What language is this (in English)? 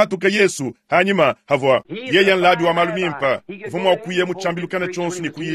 Luba-Lulua